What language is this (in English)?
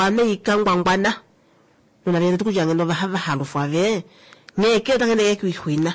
Kuanyama